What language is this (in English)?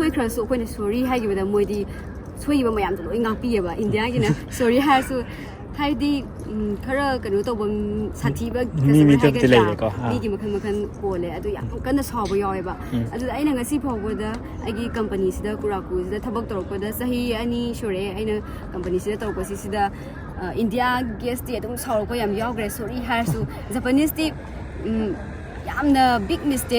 Manipuri